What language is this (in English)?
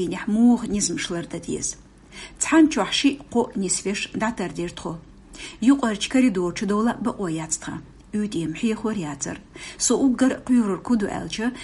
Chechen